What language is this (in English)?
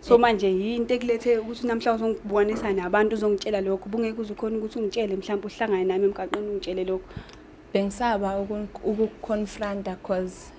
Zulu